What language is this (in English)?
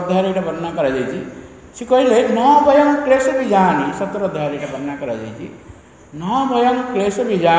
Odia